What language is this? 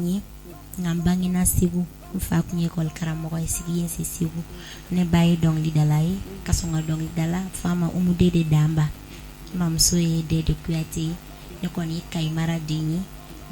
Bambara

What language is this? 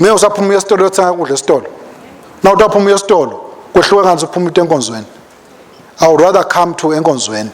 Swati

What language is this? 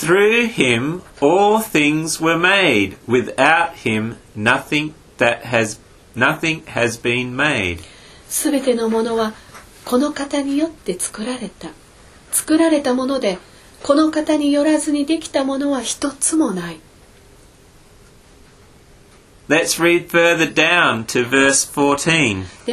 Japanese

